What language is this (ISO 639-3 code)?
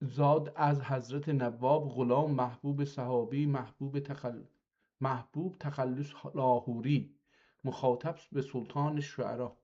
azb